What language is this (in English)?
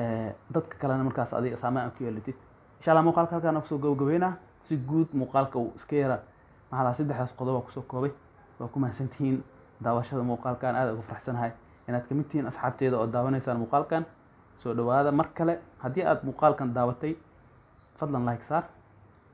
Somali